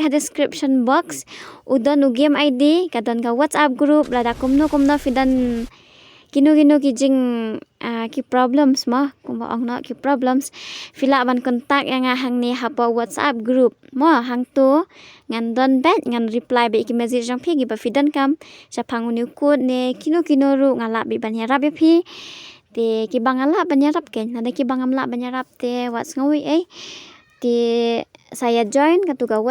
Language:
Khasi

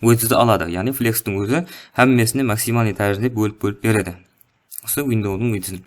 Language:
Kara-Kalpak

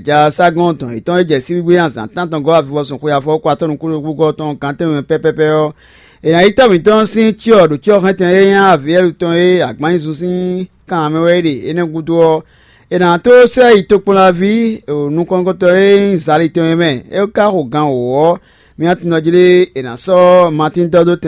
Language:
Fon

